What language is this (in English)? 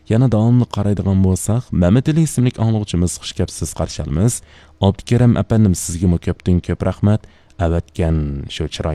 Uyghur